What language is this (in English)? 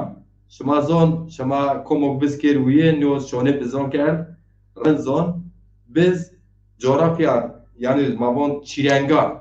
Zaza